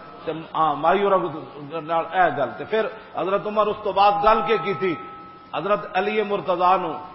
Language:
Western Panjabi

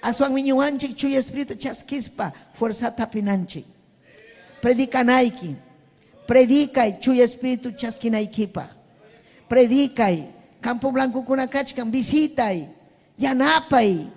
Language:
Ayacucho Quechua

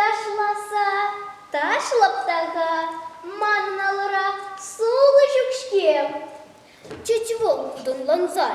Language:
Chuvash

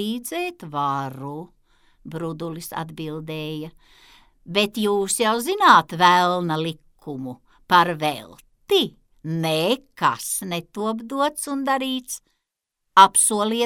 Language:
Latvian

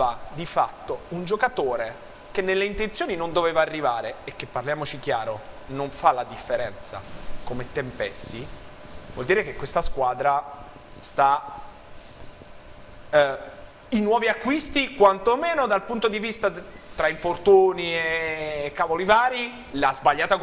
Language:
Italian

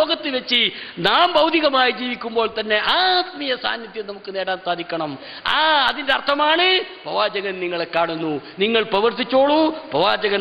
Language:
Malayalam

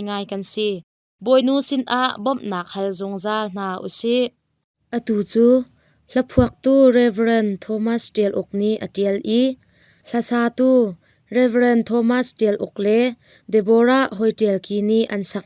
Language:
Hakha Chin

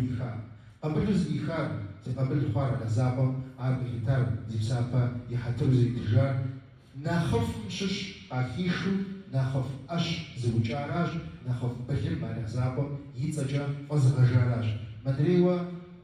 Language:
Kabardian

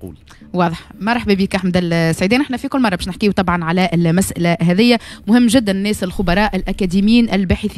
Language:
Tunisian Arabic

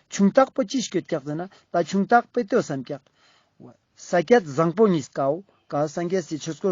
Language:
Ladakhi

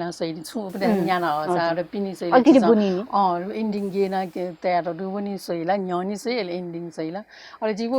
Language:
Newari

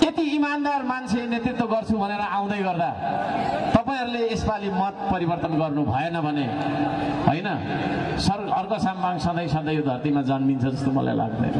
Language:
Nepali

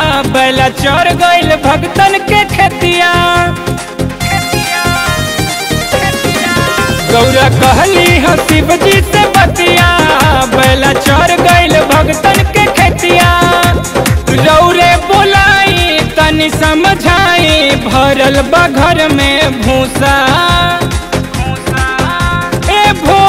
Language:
Bhojpuri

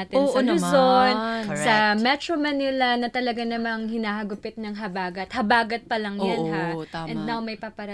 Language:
Filipino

